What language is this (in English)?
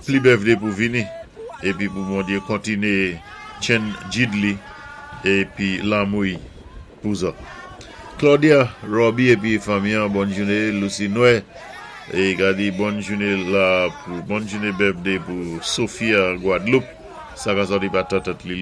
Saint Lucian Creole French